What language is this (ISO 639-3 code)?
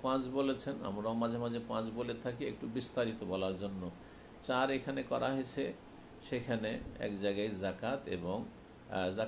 ben